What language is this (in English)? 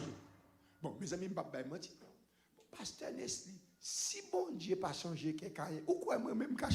Haitian Creole